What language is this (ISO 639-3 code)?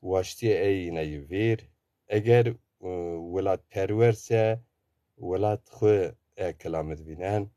zza